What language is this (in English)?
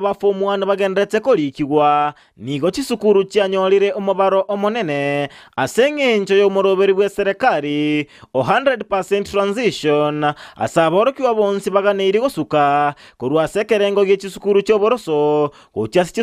Gusii